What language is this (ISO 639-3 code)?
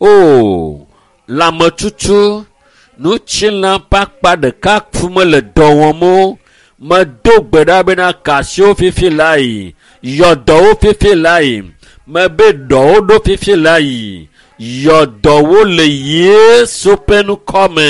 ewe